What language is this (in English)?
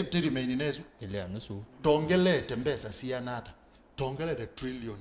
Kamba